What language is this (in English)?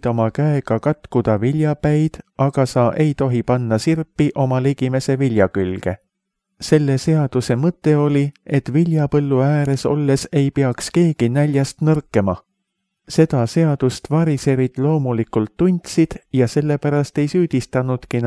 Estonian